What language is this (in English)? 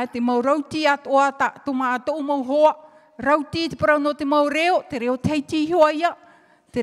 Tahitian